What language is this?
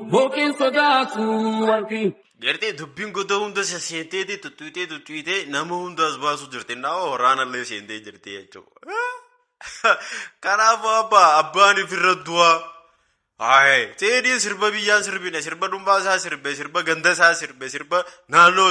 Oromo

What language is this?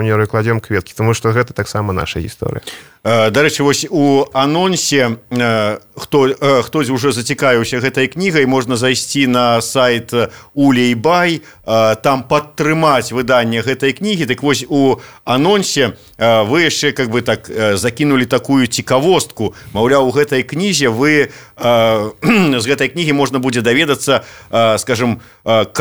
Belarusian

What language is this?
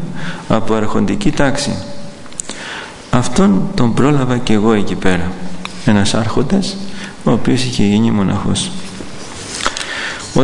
Greek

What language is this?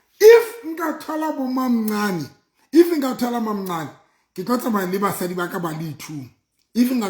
Southern Sotho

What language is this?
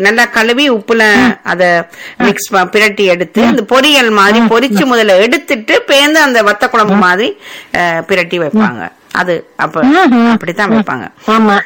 Tamil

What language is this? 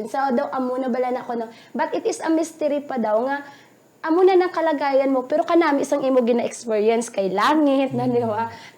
Hiligaynon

